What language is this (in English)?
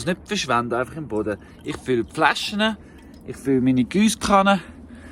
Swiss German